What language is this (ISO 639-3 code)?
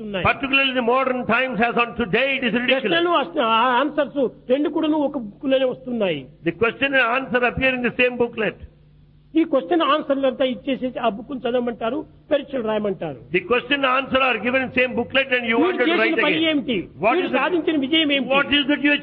tel